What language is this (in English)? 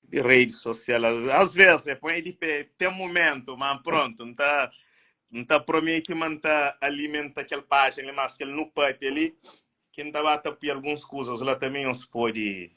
Kabuverdianu